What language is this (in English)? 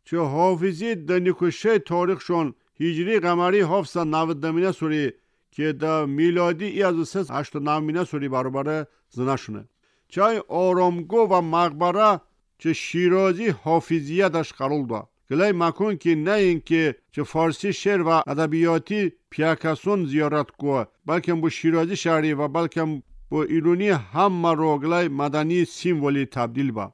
Tajik